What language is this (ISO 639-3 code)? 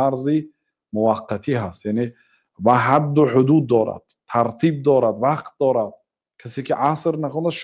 tgk